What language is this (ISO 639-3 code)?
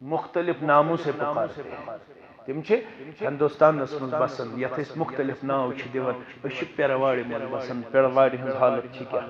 kas